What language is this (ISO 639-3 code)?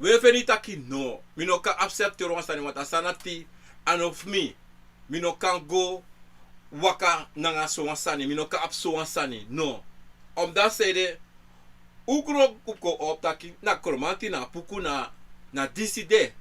srn